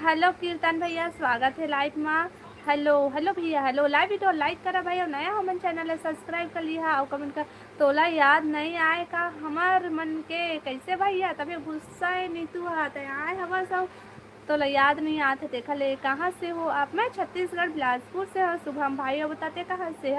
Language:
Chhattisgarhi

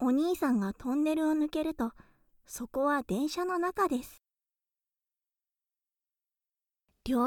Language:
Japanese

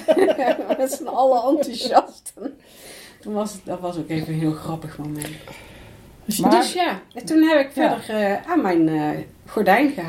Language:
Dutch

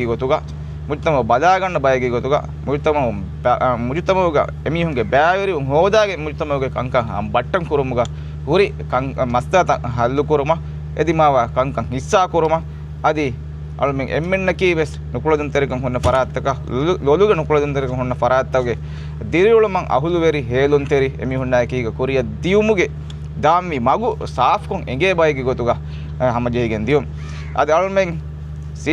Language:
Divehi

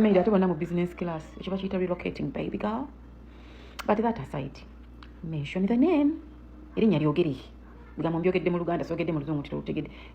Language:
Ganda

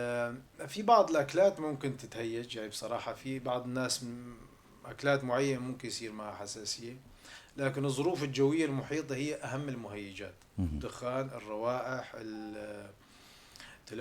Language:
North Levantine Arabic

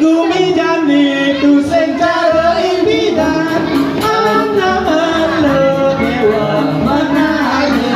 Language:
Balinese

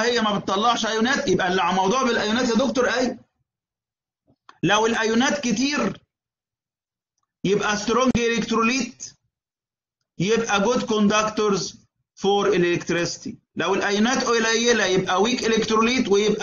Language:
Egyptian Arabic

